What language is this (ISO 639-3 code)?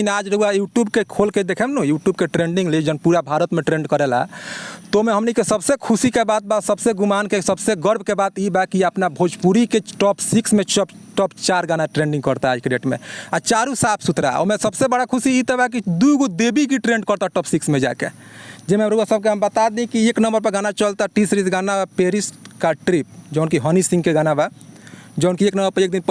bho